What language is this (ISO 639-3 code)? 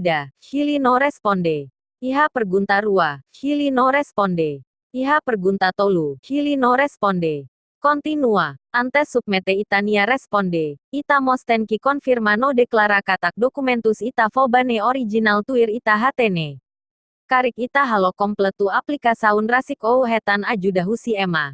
tet